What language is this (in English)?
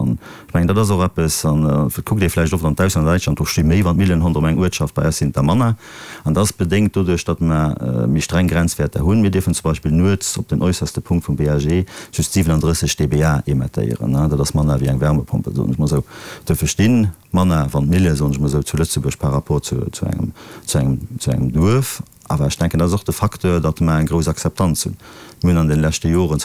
Luxembourgish